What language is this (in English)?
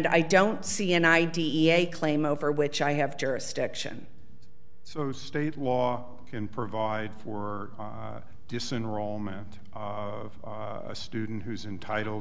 English